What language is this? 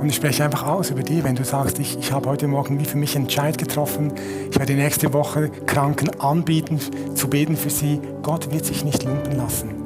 Swiss German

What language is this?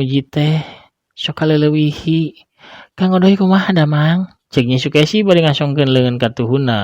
Sundanese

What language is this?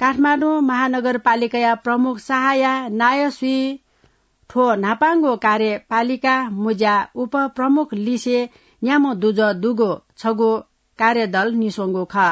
Newari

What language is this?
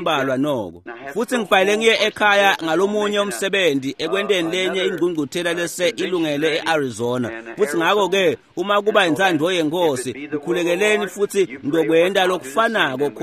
Swati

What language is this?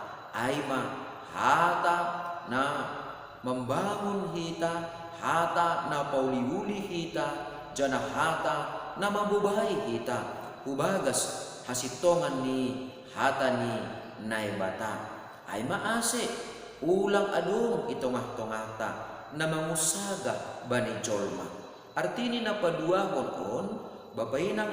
Batak Simalungun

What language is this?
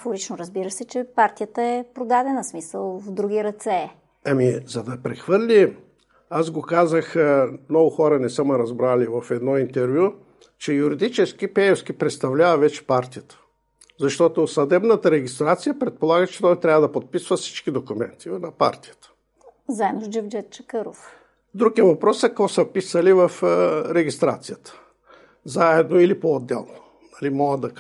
Bulgarian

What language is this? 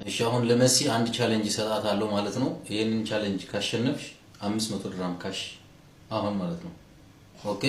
Amharic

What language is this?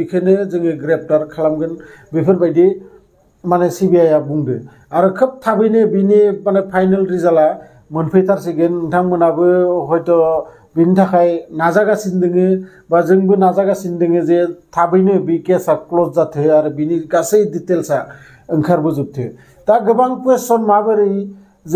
Bodo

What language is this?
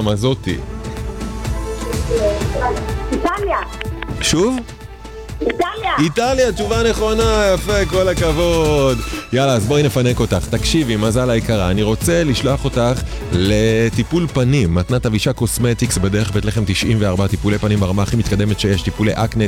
Hebrew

